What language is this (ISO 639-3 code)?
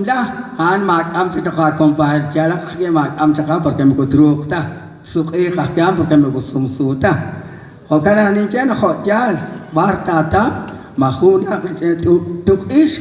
kek